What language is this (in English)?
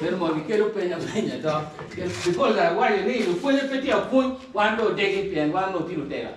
Acoli